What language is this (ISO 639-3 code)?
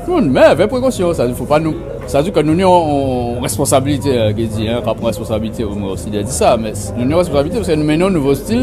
gcf